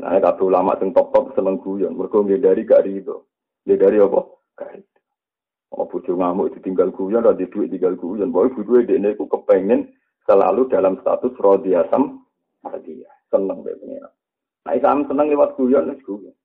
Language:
Javanese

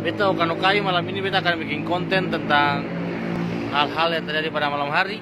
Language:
Ambonese Malay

